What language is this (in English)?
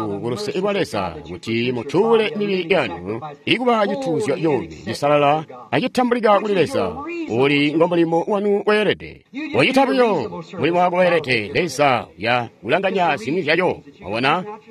Tonga (Zambia)